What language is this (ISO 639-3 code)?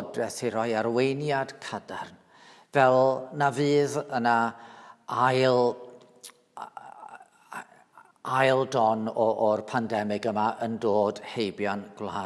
cym